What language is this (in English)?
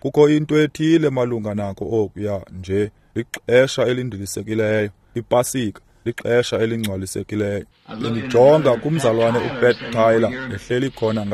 Xhosa